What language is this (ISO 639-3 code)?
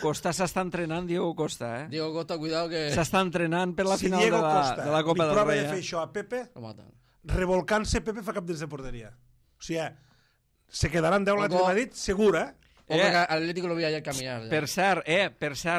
cat